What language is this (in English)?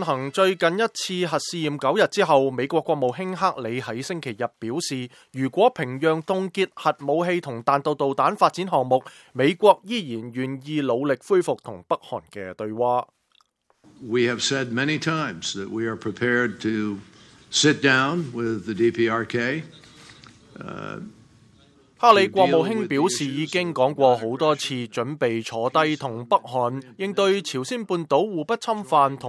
Cantonese